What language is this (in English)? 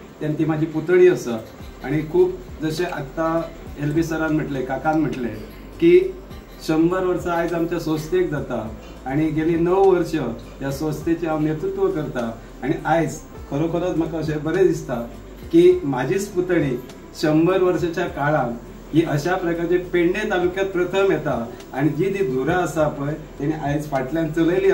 Konkani